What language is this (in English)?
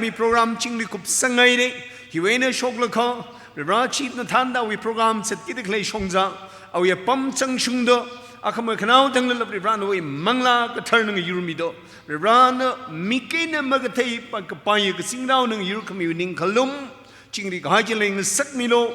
Tangkhul Naga (India)